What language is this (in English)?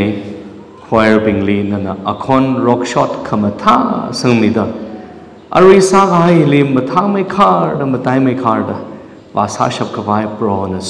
Tangkhul Naga (India)